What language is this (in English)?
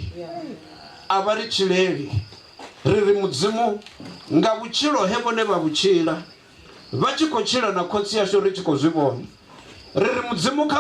Venda